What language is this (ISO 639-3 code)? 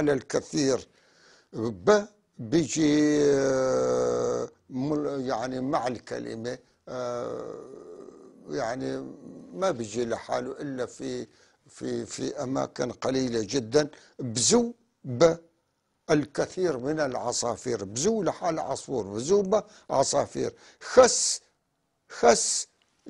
apc